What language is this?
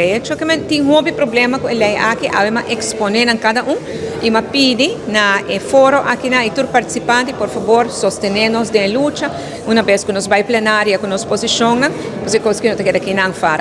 Papiamento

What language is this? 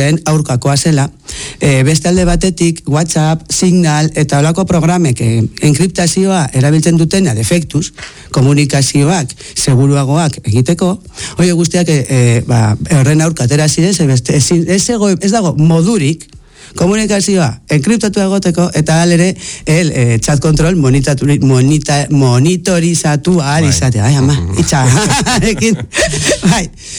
Basque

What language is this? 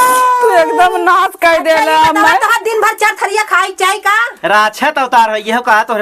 Awadhi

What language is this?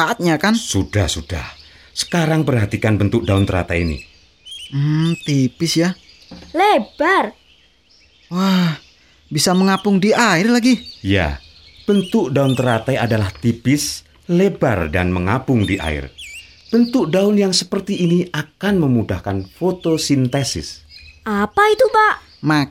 Indonesian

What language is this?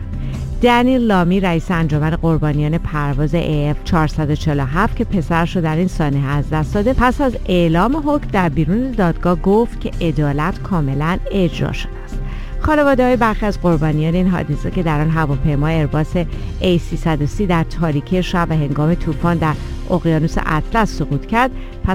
Persian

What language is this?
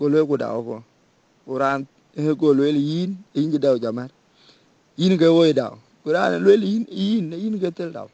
Dinka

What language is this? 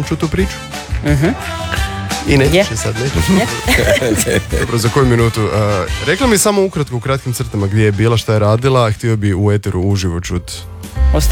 Croatian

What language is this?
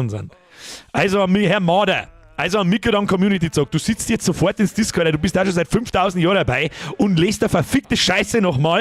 Bavarian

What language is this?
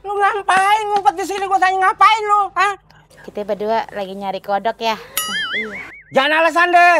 Betawi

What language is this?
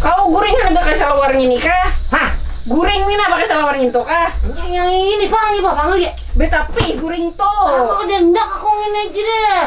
Banjar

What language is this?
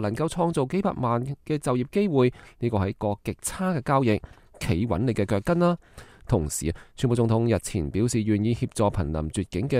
Cantonese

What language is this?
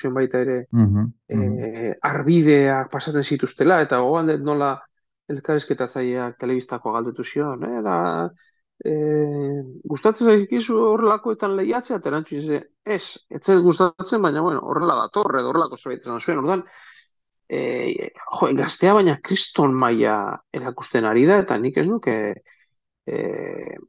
Basque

